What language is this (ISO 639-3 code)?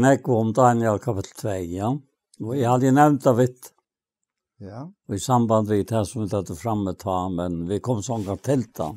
fao